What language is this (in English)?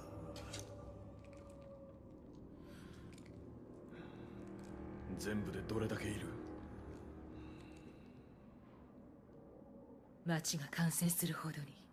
Japanese